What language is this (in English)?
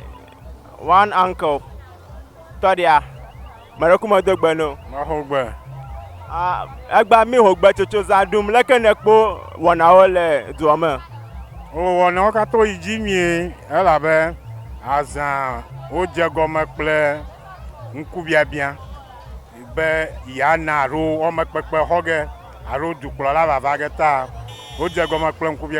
Ewe